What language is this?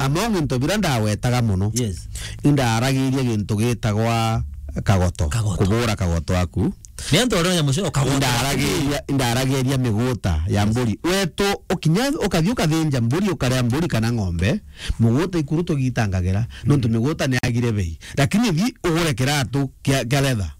Meru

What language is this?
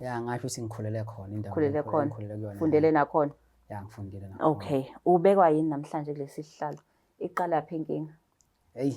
Zulu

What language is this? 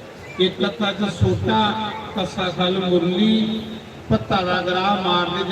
Dogri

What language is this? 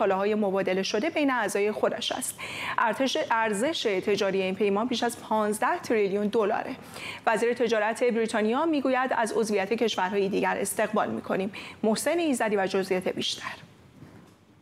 Persian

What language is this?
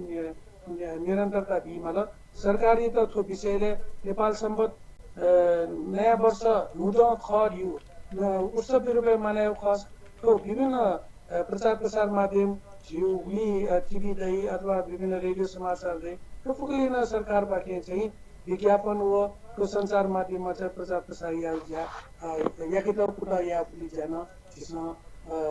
Newari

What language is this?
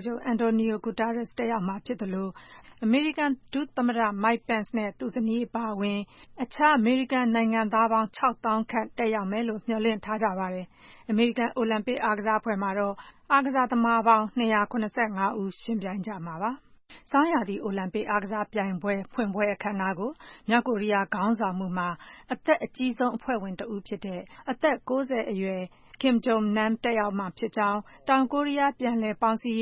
Burmese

